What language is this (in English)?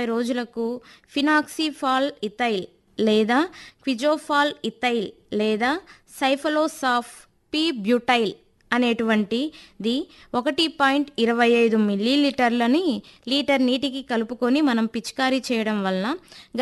Telugu